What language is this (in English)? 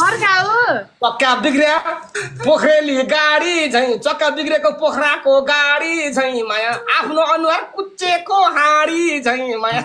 Nepali